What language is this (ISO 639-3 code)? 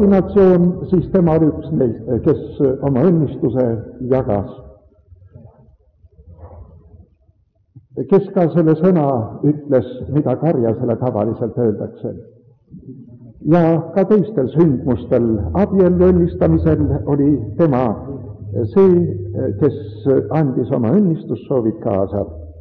est